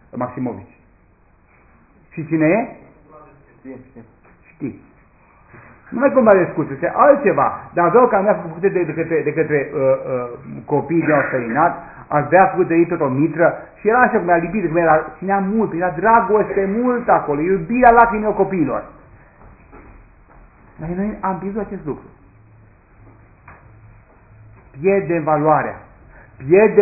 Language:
Romanian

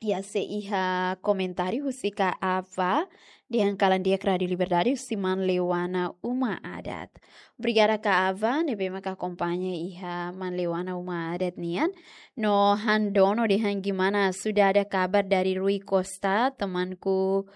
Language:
Tetum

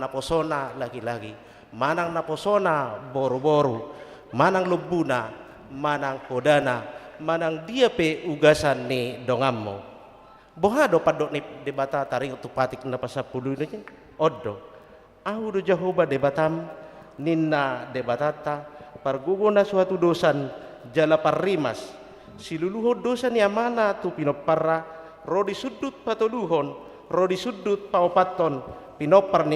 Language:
Batak Toba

